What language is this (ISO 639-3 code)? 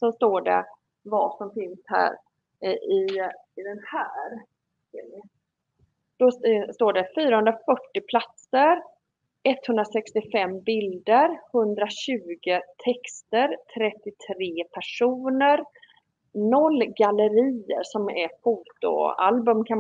swe